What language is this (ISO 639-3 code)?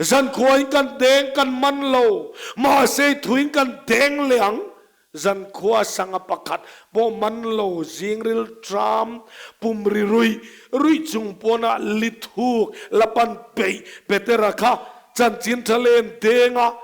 lus